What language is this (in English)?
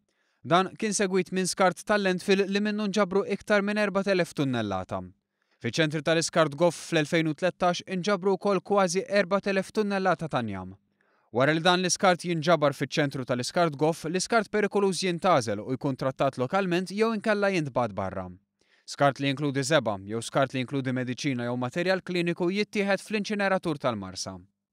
Maltese